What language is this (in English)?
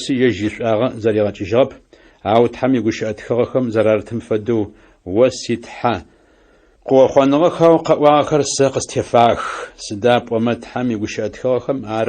Adyghe